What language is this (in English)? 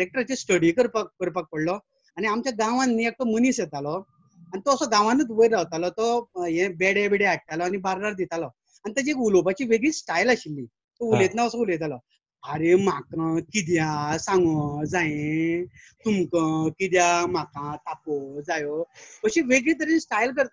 Konkani